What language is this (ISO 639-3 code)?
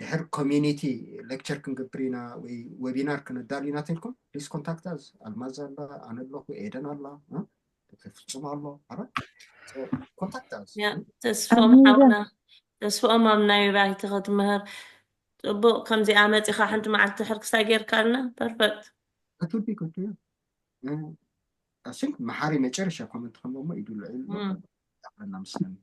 tir